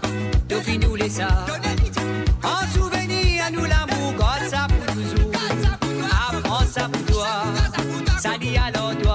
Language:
Morisyen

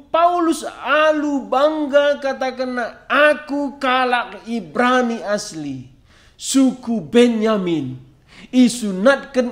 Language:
Batak Karo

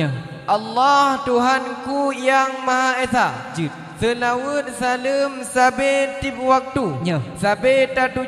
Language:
Achinese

